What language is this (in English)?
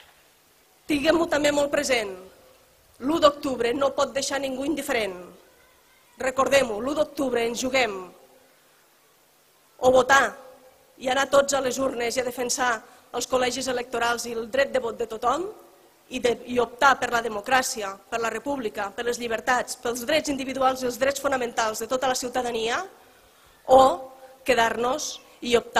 Catalan